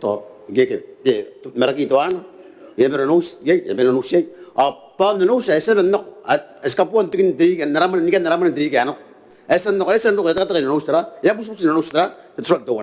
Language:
Gilbertese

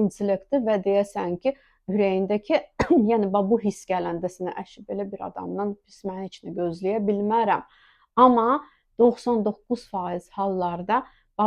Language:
Azerbaijani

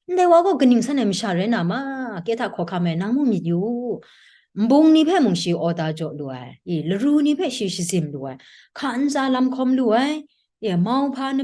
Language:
Kachin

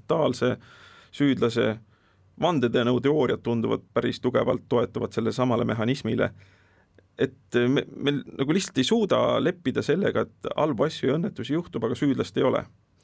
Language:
Estonian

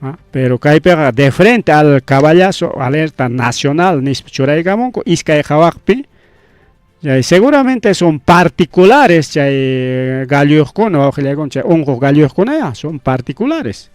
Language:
Ayacucho Quechua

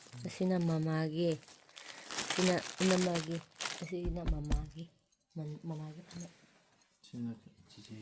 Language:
Manipuri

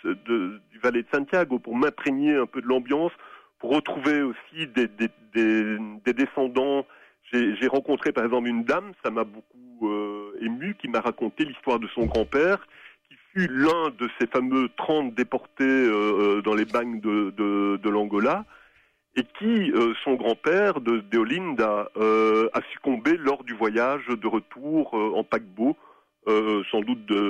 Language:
French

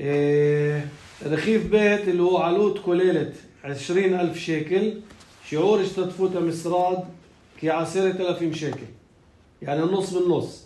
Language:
North Levantine Arabic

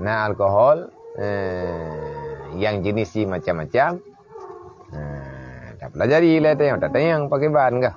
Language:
Achinese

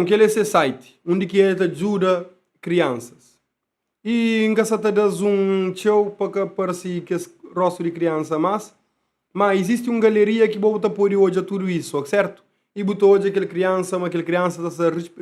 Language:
Kabuverdianu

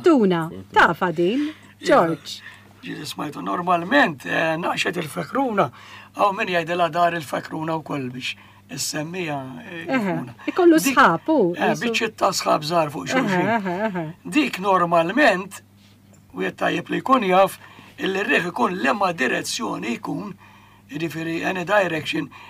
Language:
Maltese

